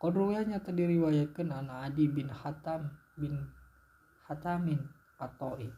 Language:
Sundanese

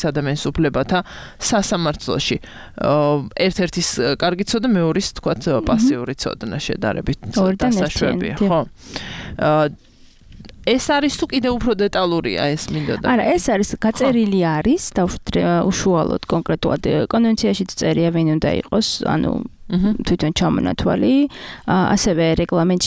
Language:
Georgian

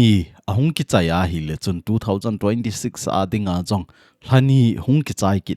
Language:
Thado Chin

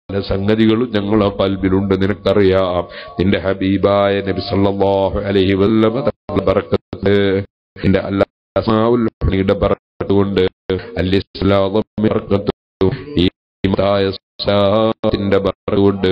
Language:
Malayalam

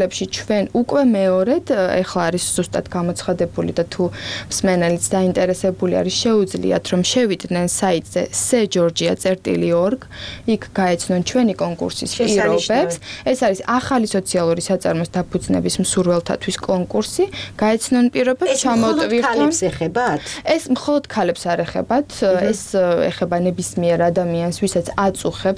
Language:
Georgian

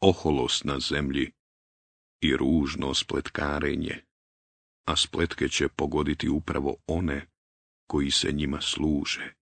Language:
Bosnian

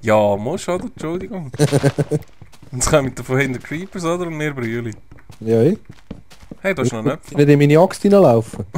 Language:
Swiss German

